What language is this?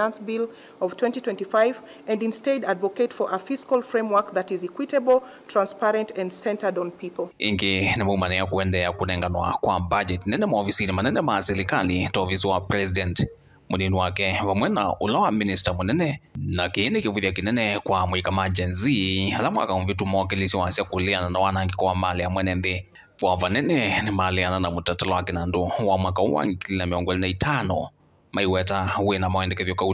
Kamba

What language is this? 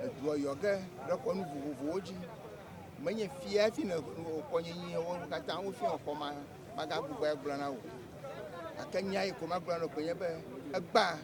Ewe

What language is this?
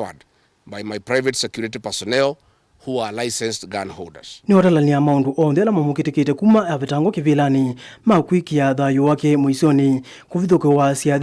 Kamba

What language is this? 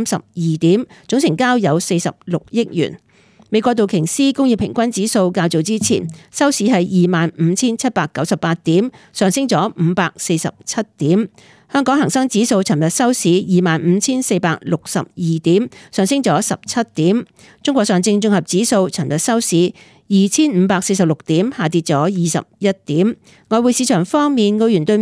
Cantonese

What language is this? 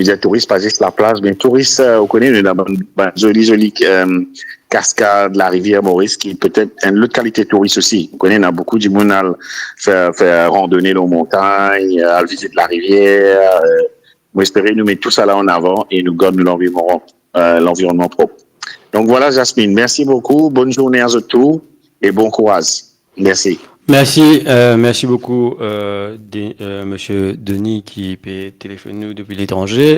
Morisyen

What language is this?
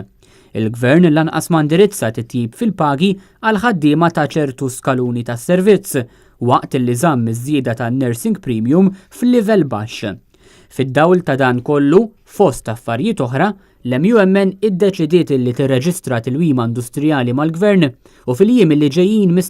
Maltese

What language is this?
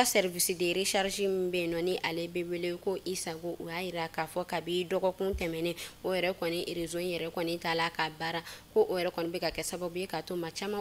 Bambara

